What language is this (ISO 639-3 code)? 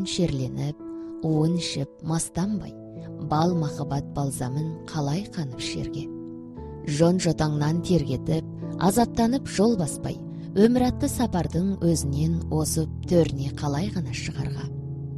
kaz